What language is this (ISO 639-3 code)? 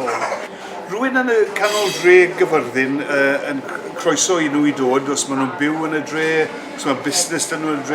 cym